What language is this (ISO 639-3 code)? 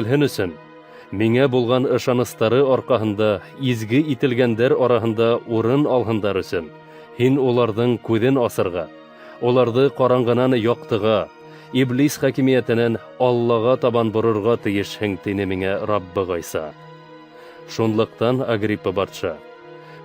bak